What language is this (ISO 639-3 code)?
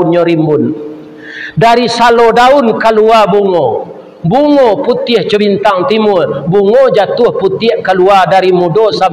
min